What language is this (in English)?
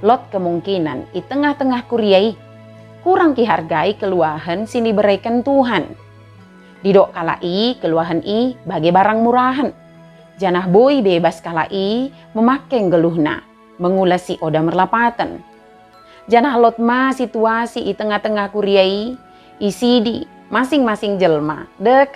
Batak Dairi